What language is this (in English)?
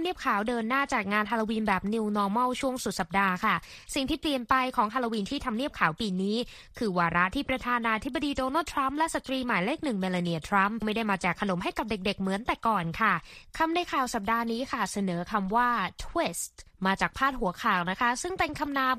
Thai